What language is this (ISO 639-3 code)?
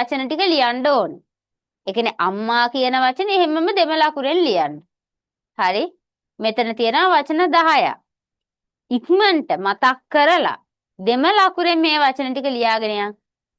sin